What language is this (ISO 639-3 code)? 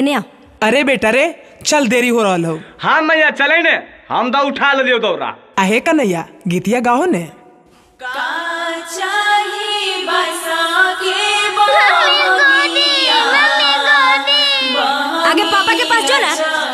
mag